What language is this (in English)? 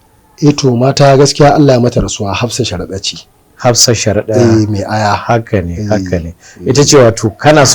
Hausa